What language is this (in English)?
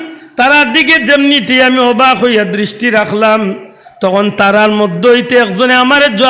Sylheti